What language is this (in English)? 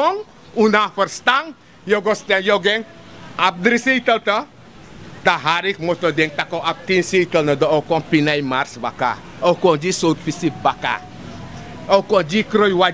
Sranan Tongo